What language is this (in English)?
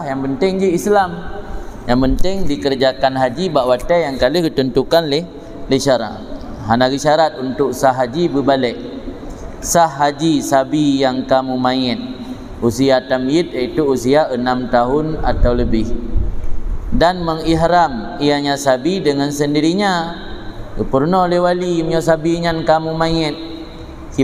Achinese